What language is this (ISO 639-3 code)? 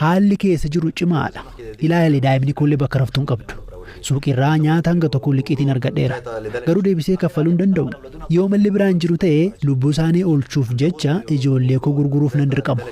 orm